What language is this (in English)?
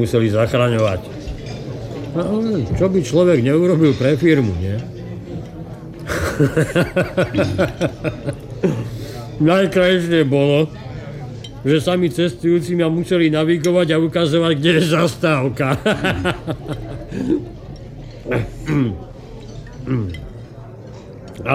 Slovak